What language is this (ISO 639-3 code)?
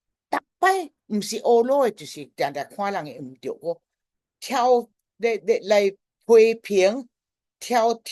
nan